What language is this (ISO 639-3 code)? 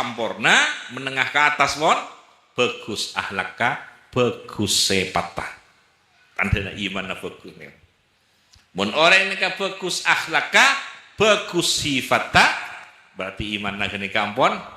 mad